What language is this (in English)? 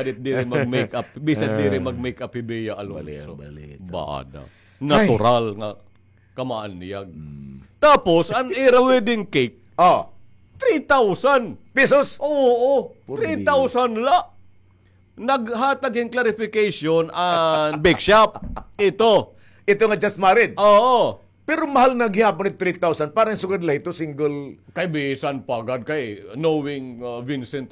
Waray